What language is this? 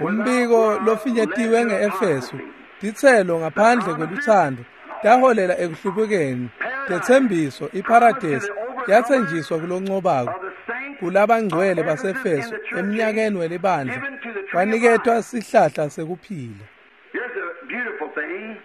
Swati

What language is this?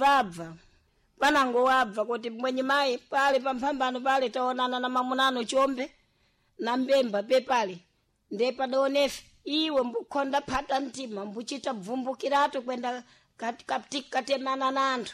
Sena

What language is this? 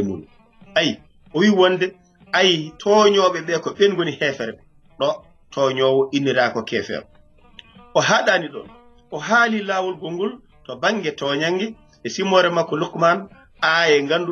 Fula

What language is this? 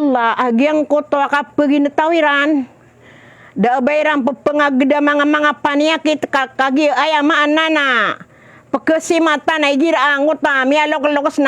Maranao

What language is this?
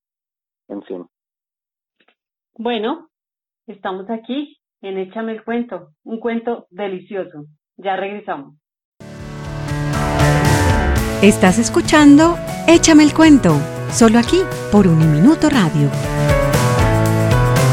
Spanish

